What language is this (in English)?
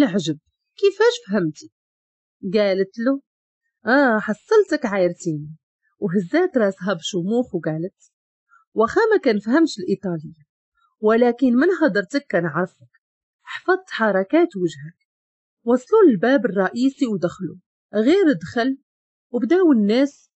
Moroccan Arabic